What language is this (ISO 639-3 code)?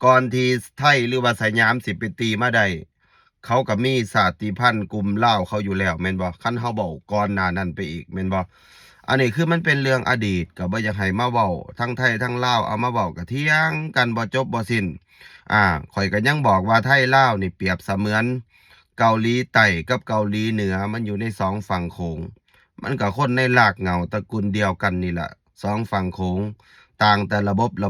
lao